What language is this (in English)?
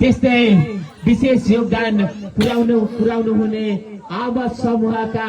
Nepali